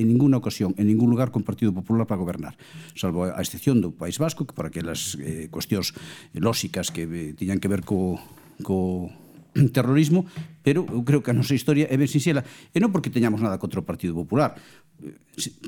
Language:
Galician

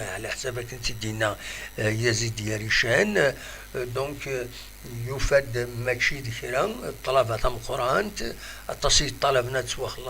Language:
Kabyle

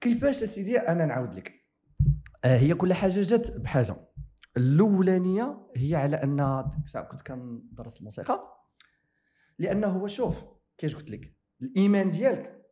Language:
Moroccan Arabic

